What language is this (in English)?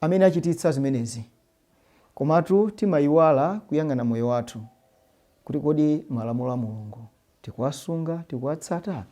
Nyanja